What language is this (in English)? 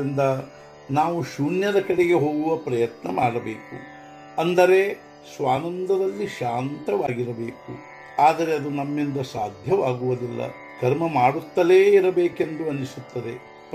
Kannada